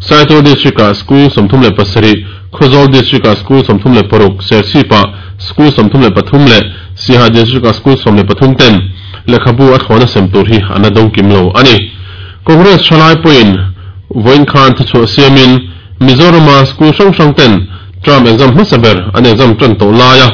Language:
Mizo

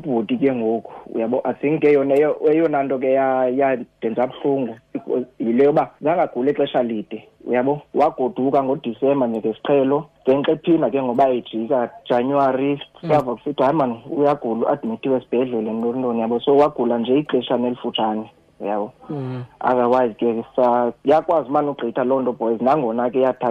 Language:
Xhosa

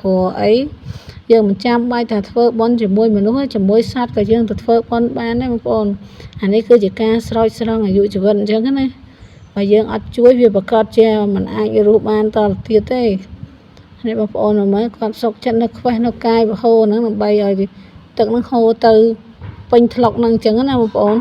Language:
Khmer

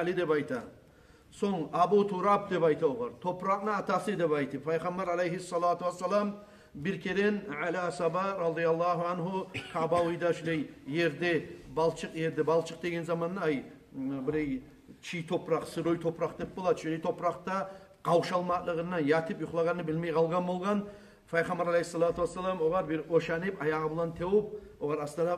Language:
Kumyk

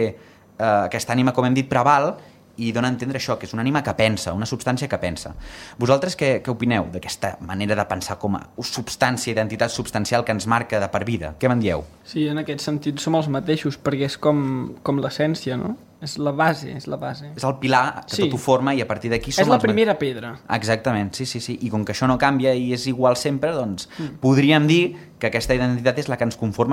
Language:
Catalan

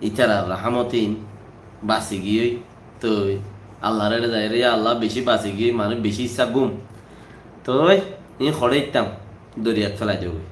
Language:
Rohingya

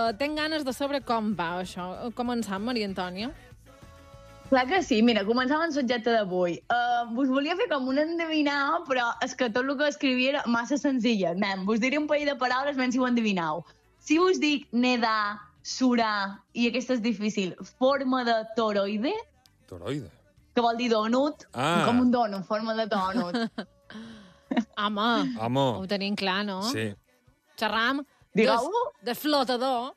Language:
Catalan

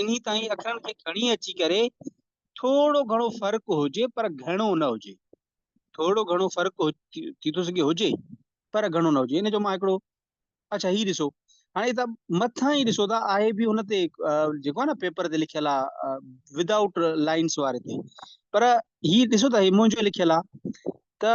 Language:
Sindhi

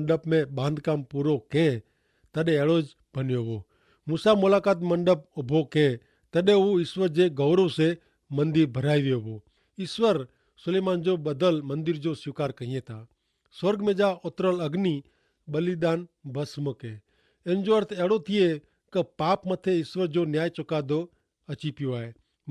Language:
Kachhi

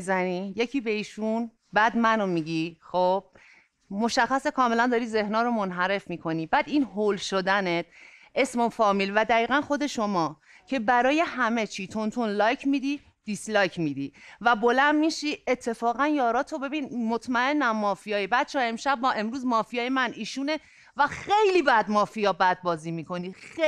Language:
Persian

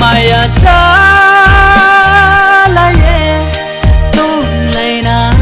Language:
Riang (India)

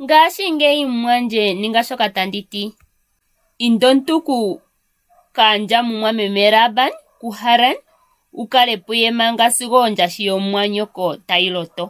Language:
Ndonga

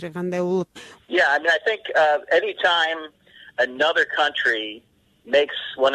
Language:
Kyrgyz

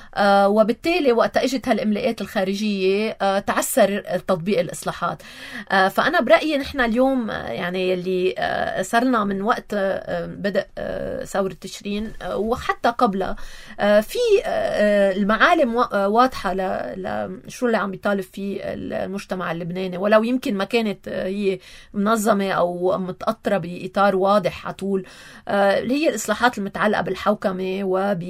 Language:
North Levantine Arabic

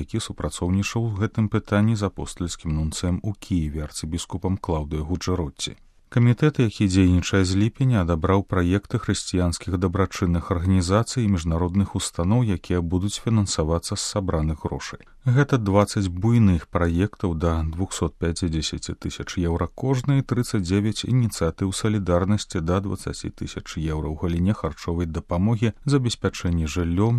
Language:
Belarusian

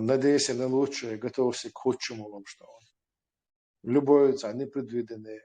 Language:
Chechen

